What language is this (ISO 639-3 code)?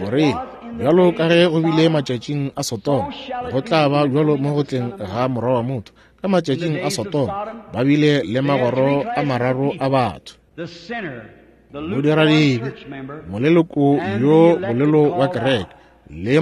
nso